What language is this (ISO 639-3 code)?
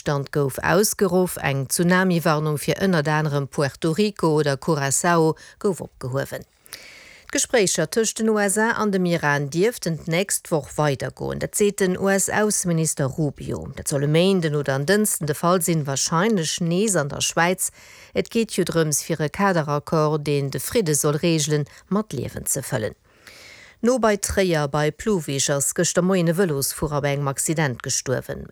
ltz